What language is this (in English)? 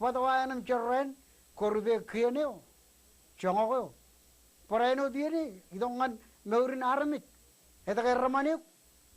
Marshallese